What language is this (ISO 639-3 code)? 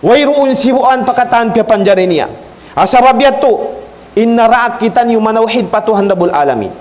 tsg